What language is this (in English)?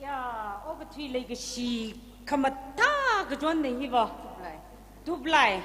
Tangkhul Naga (India)